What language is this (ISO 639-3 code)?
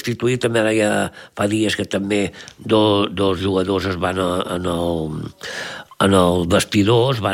cat